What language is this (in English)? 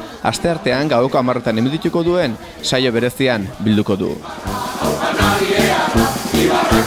Basque